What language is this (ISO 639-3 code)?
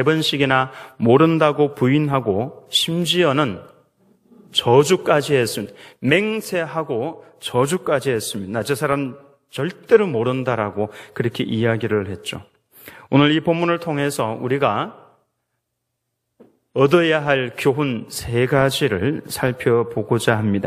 kor